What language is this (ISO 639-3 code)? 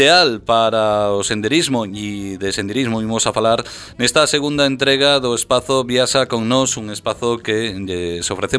glg